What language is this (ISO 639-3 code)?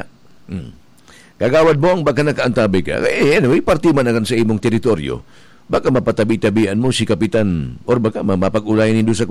bik